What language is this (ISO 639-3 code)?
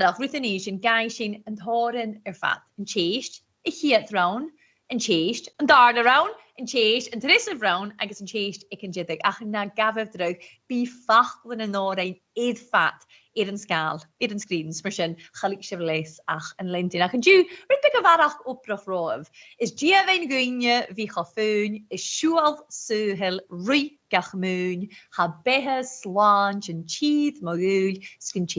gla